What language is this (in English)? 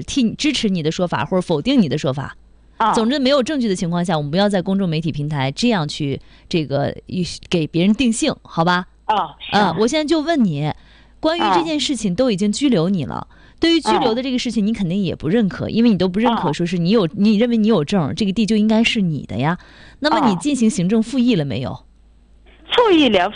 Chinese